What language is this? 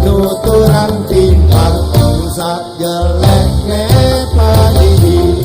Balinese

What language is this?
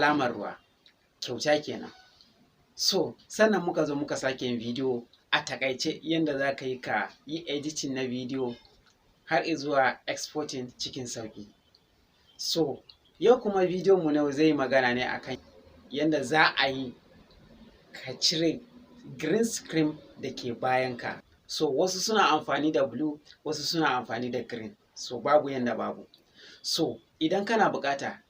Hausa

